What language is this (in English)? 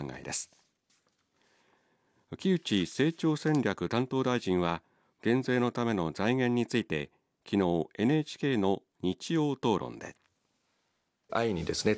Japanese